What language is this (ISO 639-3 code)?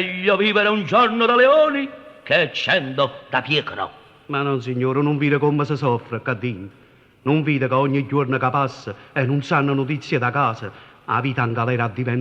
nap